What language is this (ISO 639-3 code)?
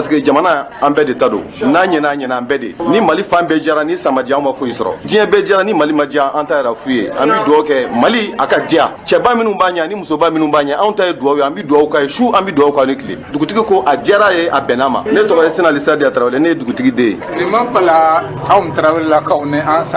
bam